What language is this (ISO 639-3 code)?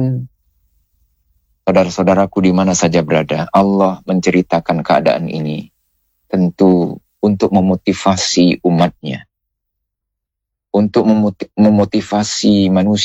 ind